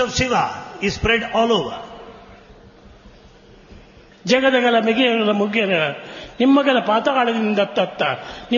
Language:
Telugu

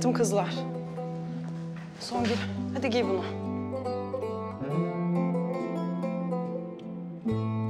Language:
Turkish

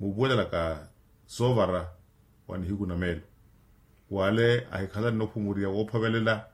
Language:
Makhuwa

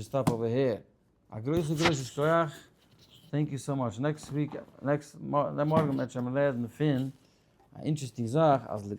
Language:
Yiddish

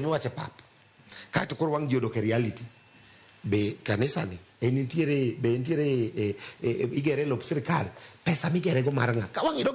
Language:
Luo (Kenya and Tanzania)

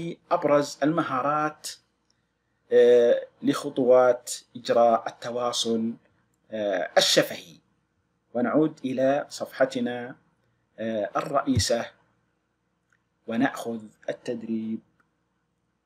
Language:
Arabic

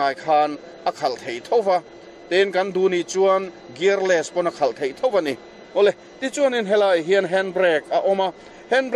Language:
Mizo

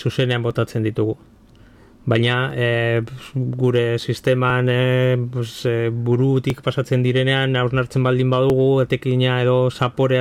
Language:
Basque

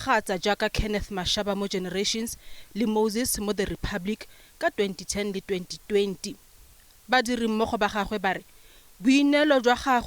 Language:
Tswana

